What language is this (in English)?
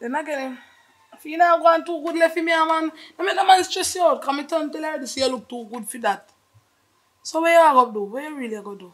Jamaican Creole English